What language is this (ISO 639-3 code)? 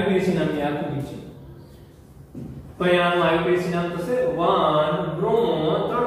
guj